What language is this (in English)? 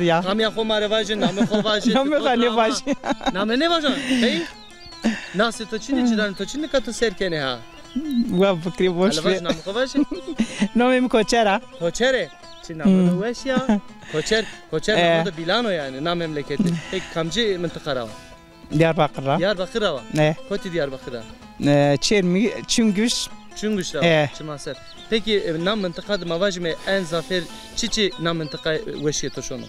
Zaza